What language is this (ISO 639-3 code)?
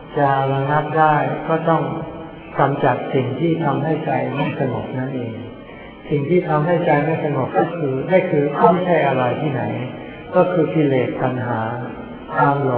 tha